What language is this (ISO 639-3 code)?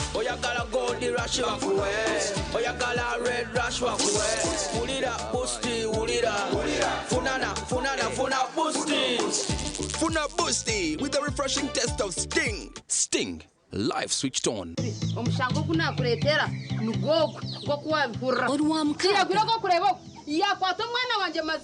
nyn